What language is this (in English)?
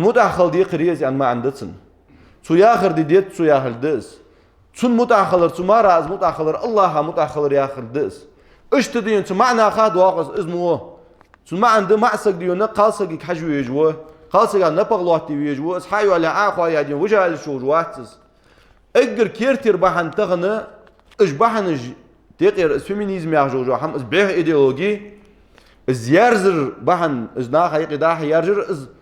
Ingush